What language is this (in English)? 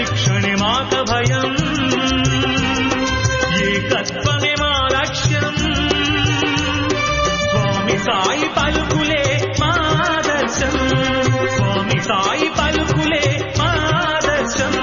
Telugu